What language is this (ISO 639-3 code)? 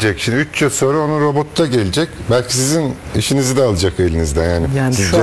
tur